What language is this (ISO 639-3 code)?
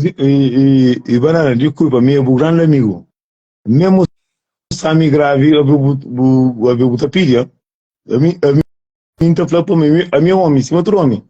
kea